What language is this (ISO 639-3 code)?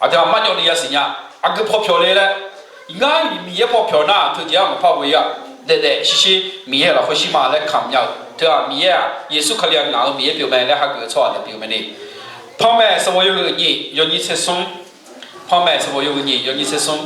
ahk